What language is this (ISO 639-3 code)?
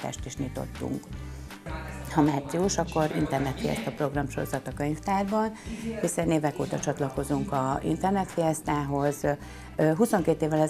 hun